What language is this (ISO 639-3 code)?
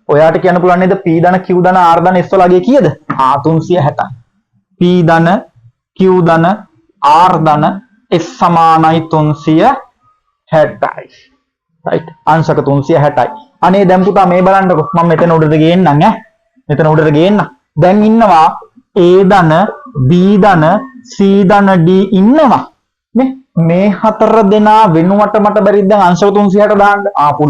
sin